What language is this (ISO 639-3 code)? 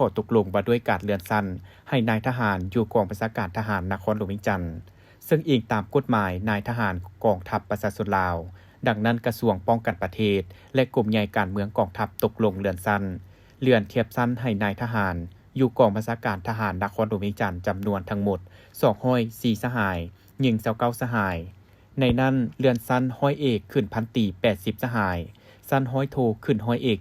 lao